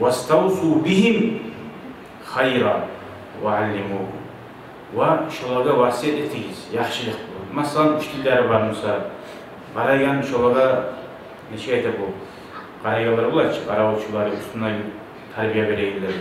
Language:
Kumyk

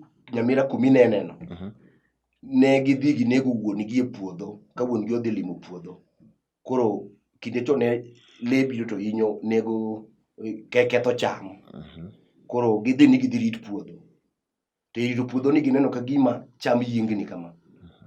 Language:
Luo (Kenya and Tanzania)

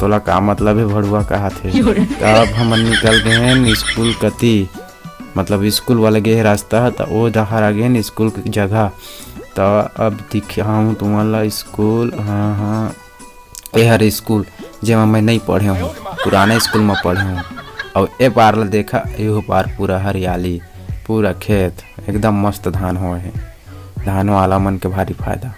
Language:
Chhattisgarhi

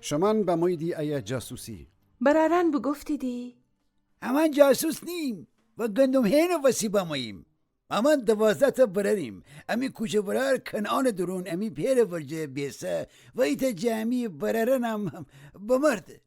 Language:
Gilaki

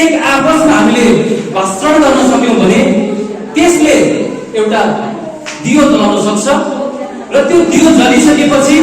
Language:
Nepali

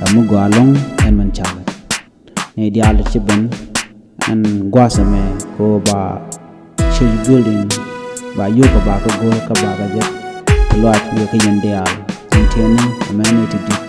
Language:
Nuer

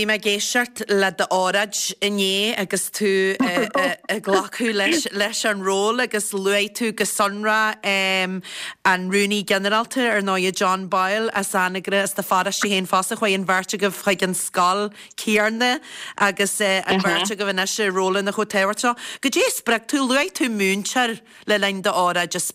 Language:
Irish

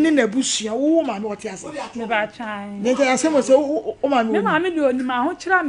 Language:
Akan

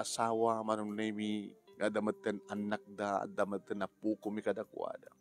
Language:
Iloko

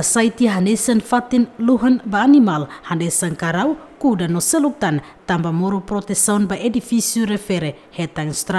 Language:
Tetum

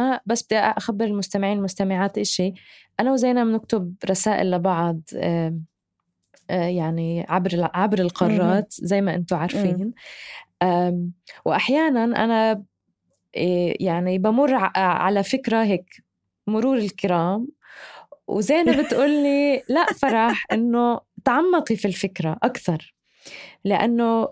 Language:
North Levantine Arabic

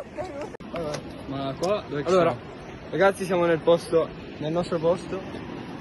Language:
Italian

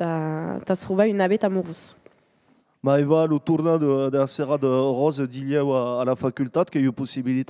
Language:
Occitan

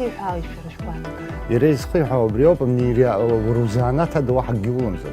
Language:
Abkhazian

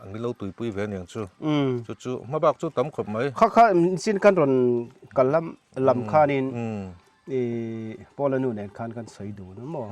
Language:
Mizo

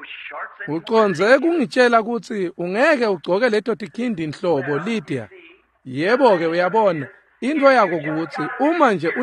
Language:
Swati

